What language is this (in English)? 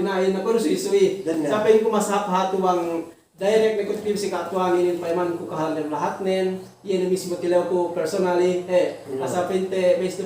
Yakan